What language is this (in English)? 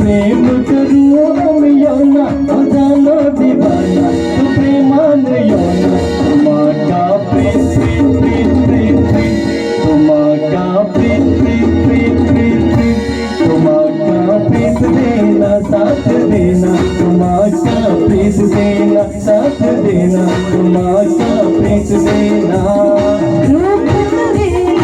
Konkani